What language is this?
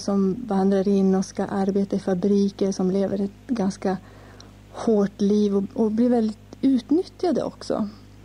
Swedish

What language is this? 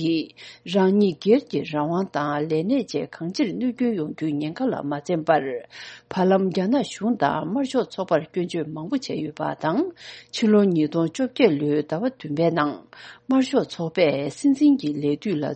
Tibetan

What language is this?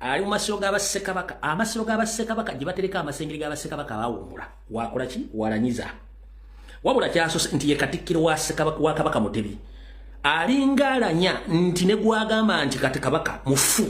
Ganda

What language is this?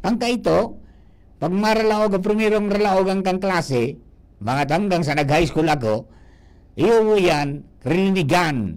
Bikol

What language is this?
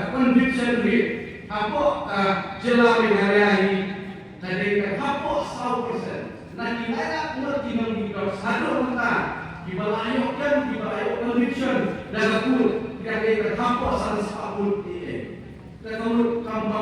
Khasi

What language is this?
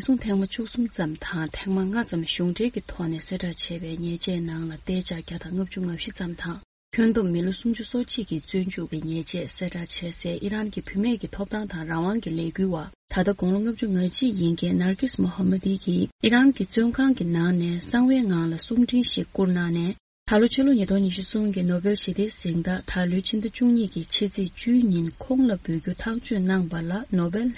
Tibetan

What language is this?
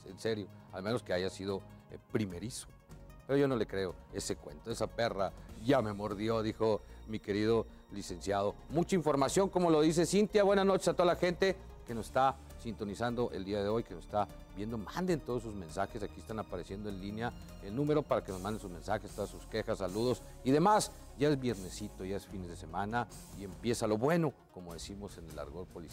Spanish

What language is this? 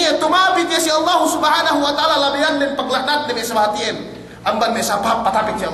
Yakan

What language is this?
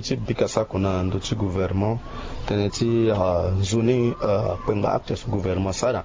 Sango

